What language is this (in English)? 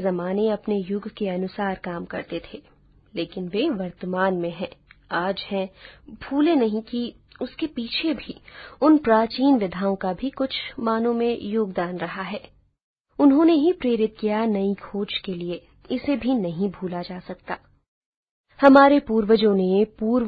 Hindi